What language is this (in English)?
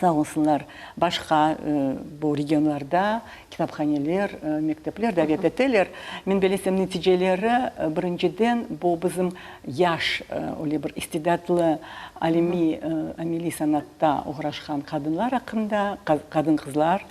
Crimean Tatar